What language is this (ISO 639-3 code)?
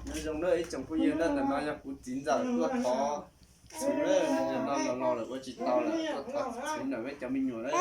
hmn